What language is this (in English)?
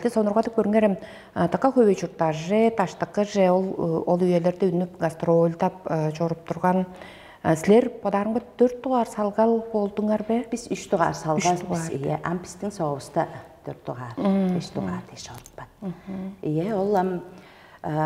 Tuvinian